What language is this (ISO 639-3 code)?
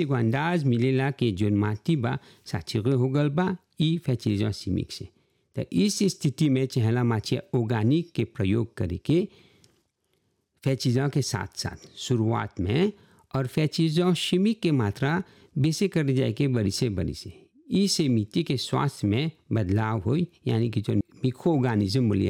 bho